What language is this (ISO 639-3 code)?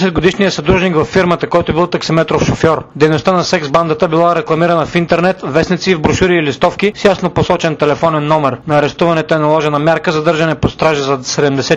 bul